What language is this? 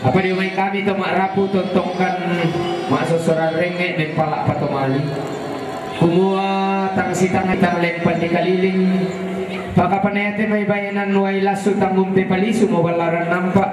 Toraja-Sa'dan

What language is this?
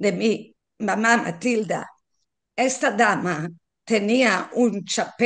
Ladino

